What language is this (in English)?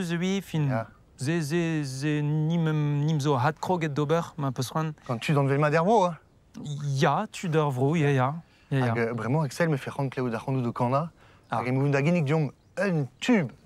Breton